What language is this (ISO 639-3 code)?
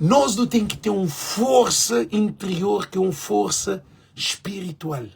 kea